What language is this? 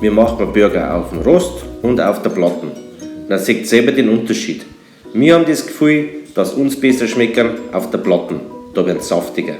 Bavarian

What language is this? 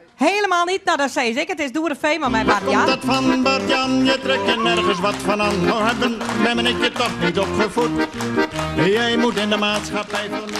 Western Frisian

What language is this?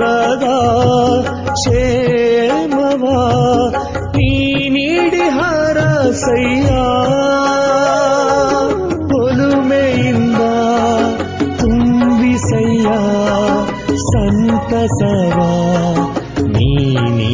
Kannada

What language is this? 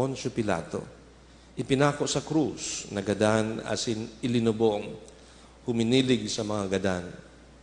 Bikol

